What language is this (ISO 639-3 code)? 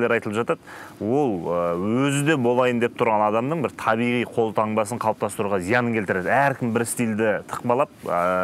kaz